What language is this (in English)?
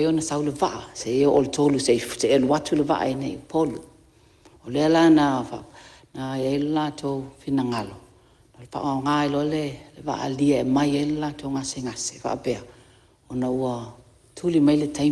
Samoan